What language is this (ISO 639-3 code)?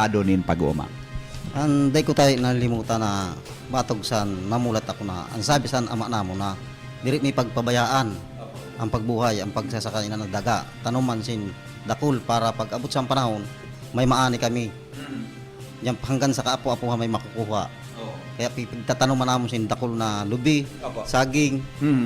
bik